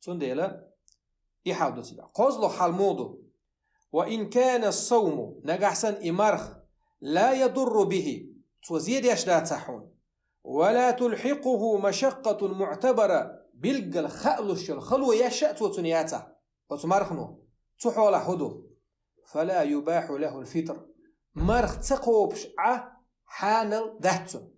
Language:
Chechen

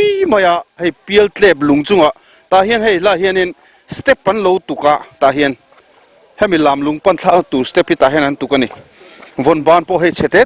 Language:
Mizo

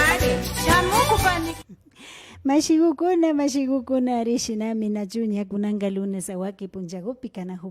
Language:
Imbabura Highland Quichua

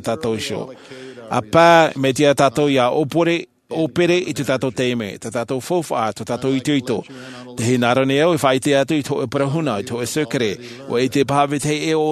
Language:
Tahitian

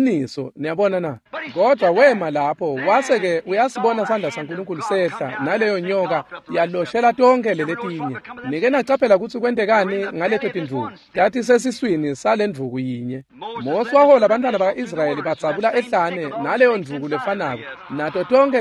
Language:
Swati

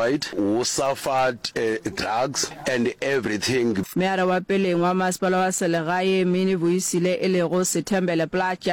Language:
Northern Sotho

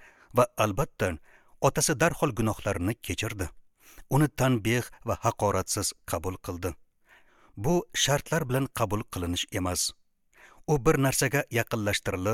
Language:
Uzbek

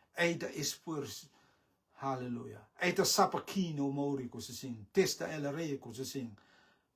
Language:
Rotuman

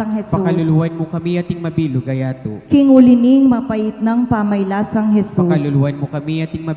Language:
Pampanga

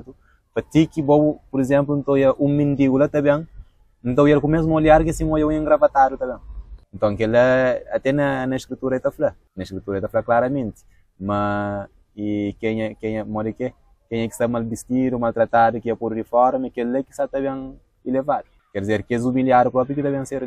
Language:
Kabuverdianu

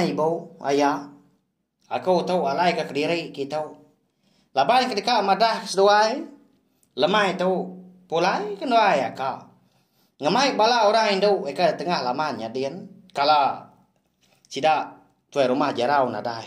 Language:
Iban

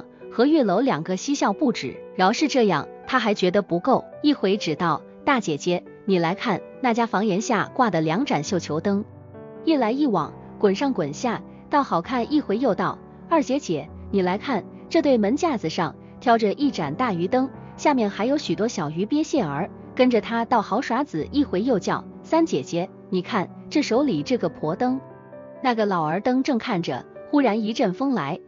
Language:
Chinese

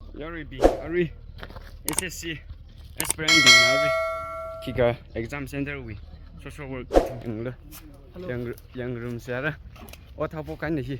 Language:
Tangkhul Naga (India)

